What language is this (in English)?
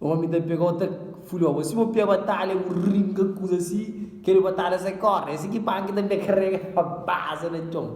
Kabuverdianu